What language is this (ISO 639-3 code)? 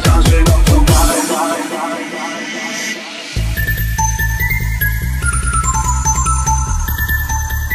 zho